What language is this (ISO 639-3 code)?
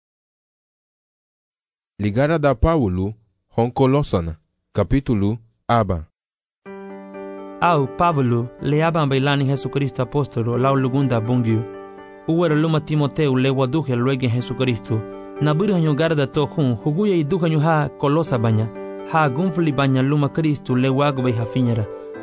cab